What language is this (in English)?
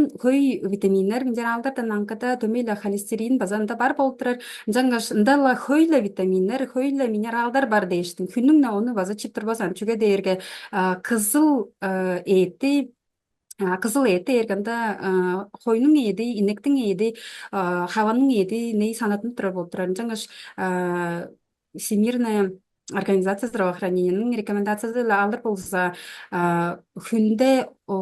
Tuvinian